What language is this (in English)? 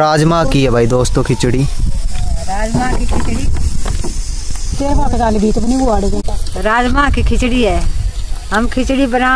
Hindi